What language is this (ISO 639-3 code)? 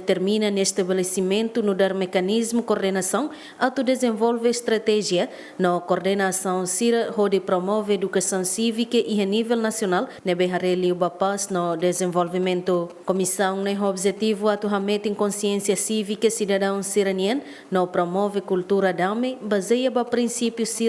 tet